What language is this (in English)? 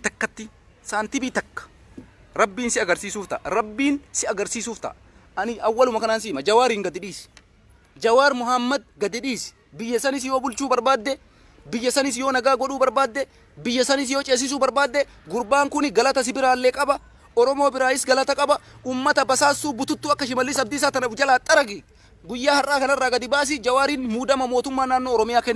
Oromo